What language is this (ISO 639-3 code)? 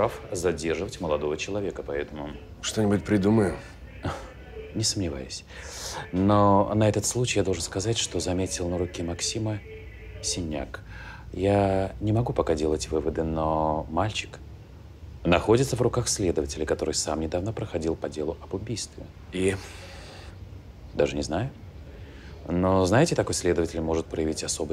rus